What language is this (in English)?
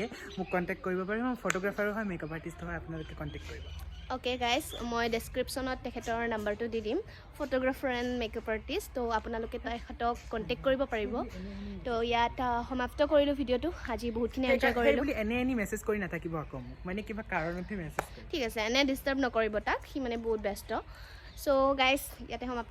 Assamese